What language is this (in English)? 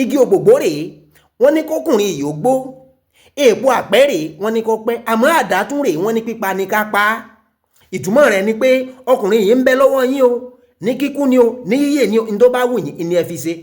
Yoruba